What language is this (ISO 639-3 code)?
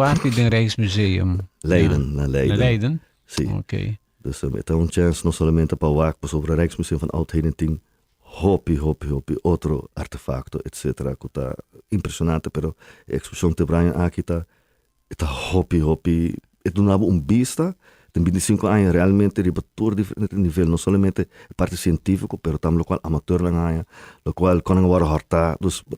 pap